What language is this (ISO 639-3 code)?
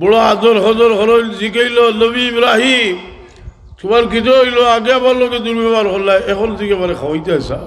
syl